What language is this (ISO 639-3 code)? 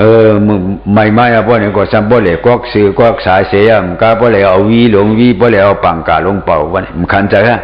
shn